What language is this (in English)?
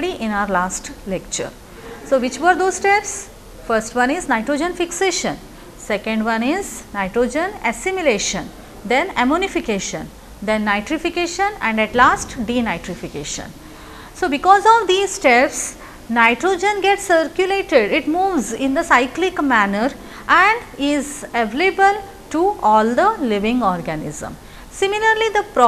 English